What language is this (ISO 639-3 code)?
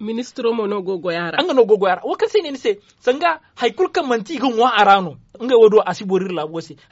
dje